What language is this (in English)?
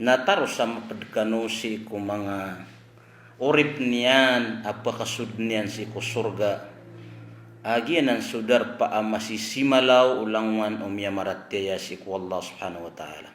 Maranao